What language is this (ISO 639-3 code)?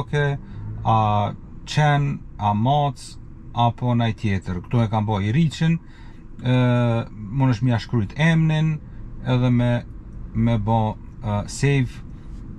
sqi